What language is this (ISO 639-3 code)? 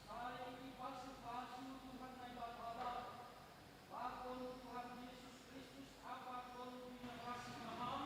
bts